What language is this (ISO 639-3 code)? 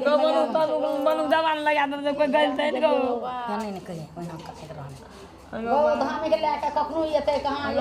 mai